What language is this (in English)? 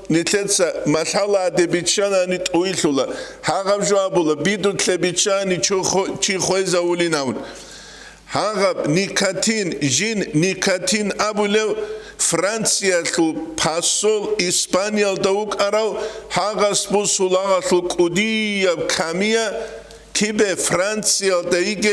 Avaric